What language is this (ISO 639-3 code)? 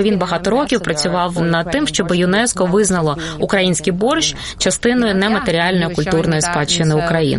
ukr